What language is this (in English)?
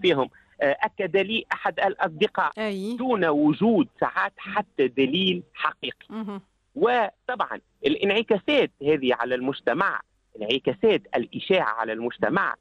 Tunisian Arabic